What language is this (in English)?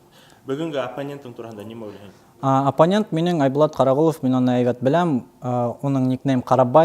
Bashkir